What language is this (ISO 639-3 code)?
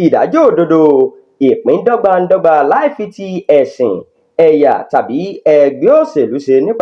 yor